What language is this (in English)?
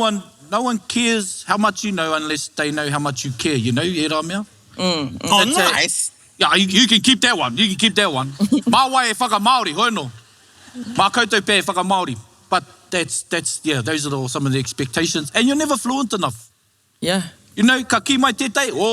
Māori